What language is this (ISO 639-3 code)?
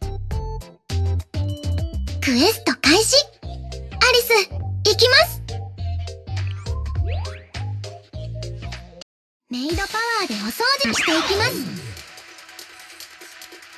jpn